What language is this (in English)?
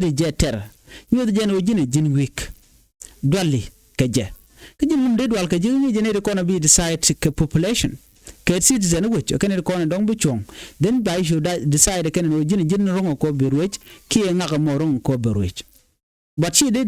Nuer